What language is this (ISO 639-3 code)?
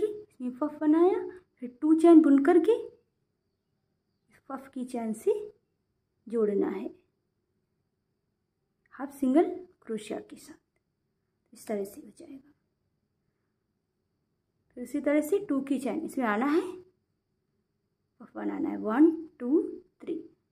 hin